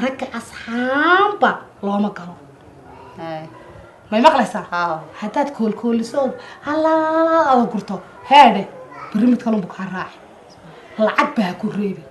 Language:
Somali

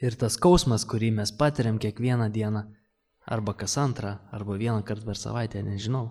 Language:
Lithuanian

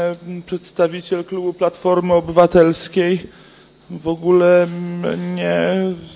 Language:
Polish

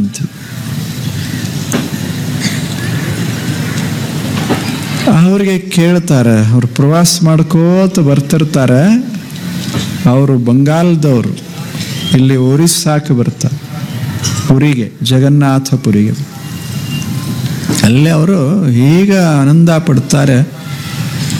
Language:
Kannada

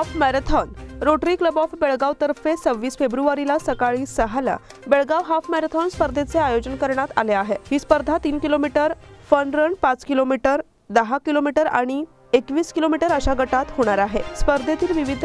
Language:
Marathi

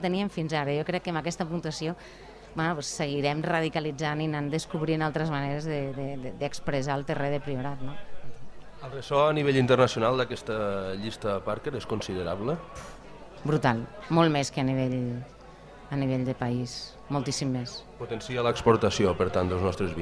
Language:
Catalan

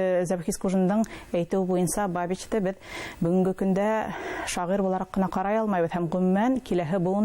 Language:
Bashkir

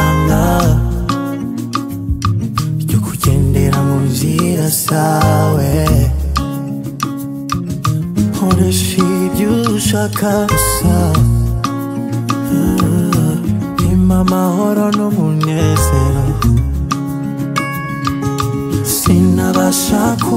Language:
Kinyarwanda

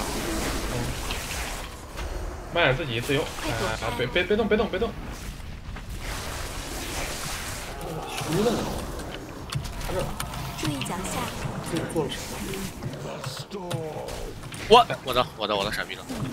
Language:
Chinese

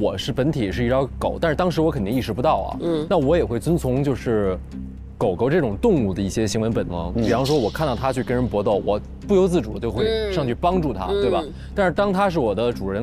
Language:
Chinese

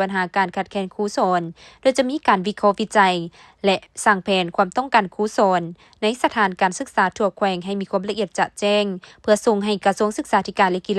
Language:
Lao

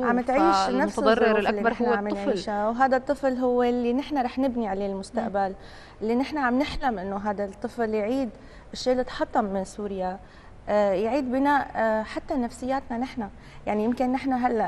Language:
North Levantine Arabic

